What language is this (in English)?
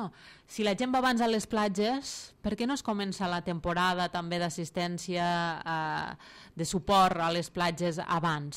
Catalan